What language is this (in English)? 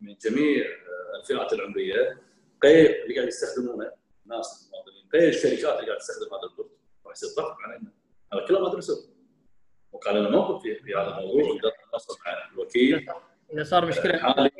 Gulf Arabic